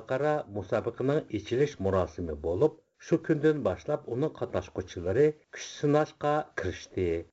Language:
Uyghur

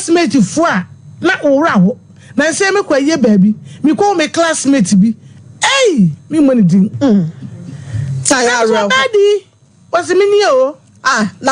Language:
Akan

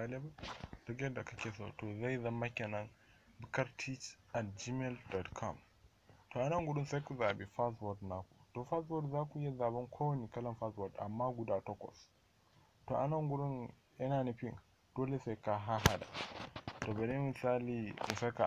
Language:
Hausa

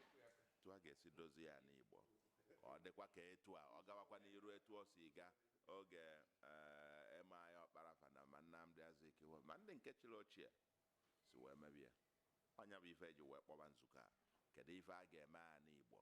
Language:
Igbo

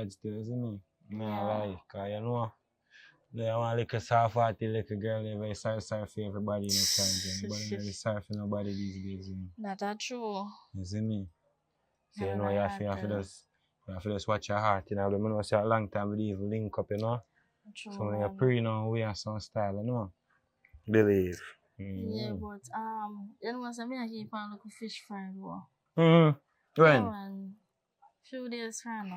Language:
Jamaican Creole English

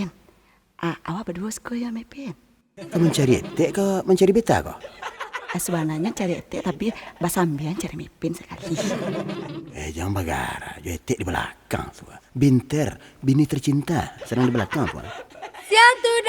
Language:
Minangkabau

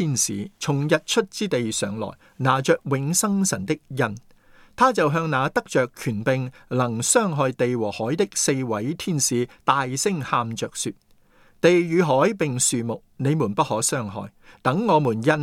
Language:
Cantonese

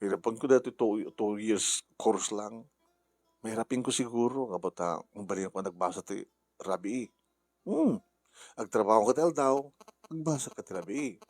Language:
Iloko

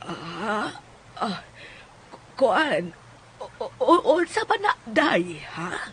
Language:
Cebuano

